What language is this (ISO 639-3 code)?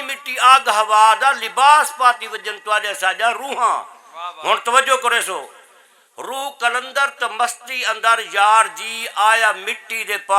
skr